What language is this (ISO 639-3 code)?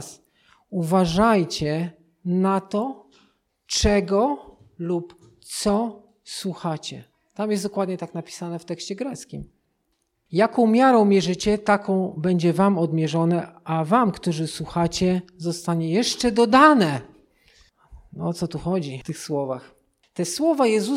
pol